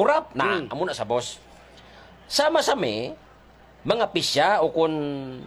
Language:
Hiligaynon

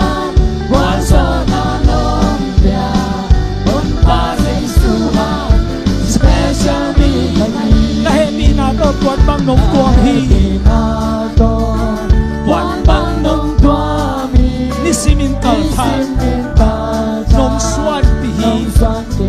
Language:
Tedim Chin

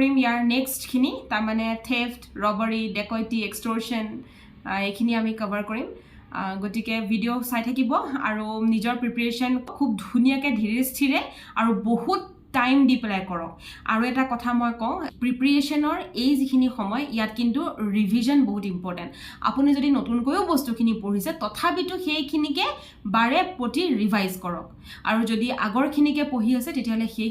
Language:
Assamese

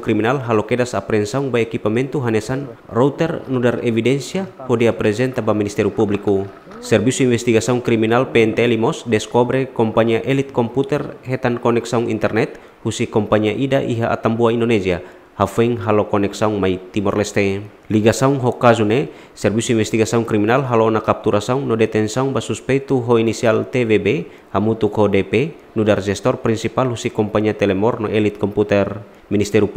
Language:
Tetum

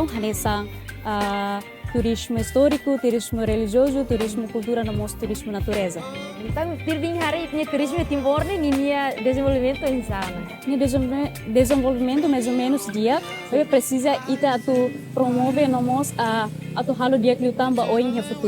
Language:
Tetum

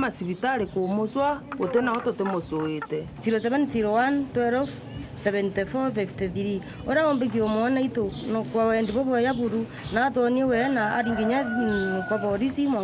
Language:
Meru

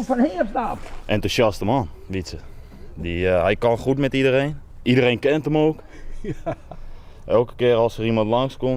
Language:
Western Frisian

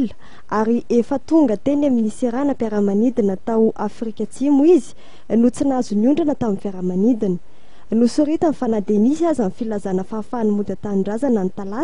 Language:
Malagasy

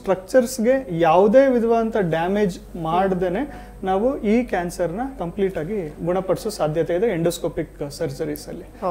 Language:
Kannada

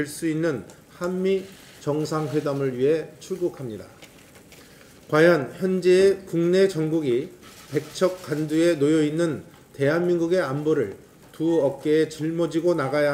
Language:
Korean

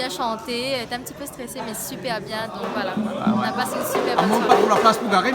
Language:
Réunion Creole French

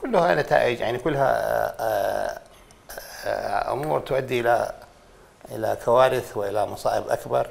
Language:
Mesopotamian Arabic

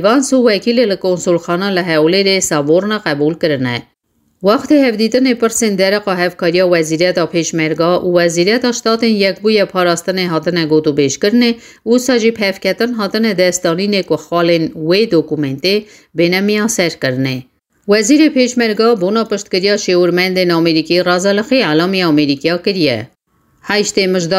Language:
Kurdish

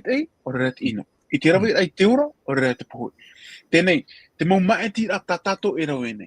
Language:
Tahitian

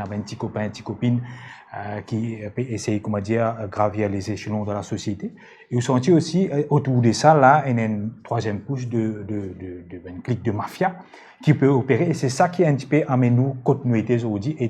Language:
Morisyen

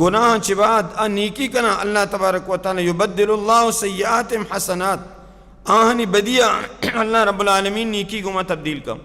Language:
Baluchi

